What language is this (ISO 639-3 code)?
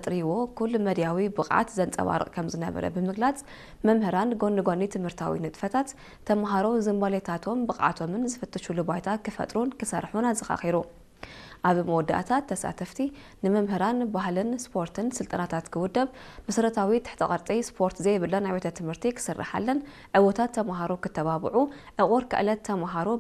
tir